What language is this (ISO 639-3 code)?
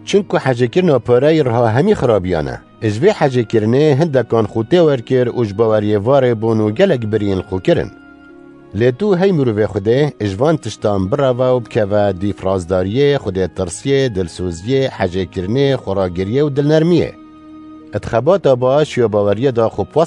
kur